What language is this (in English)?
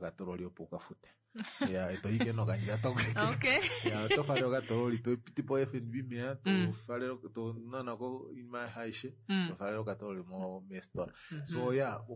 Kuanyama